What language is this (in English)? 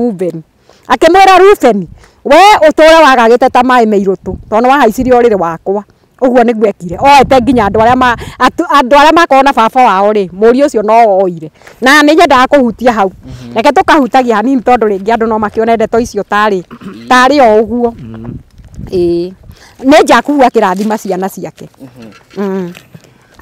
Kikuyu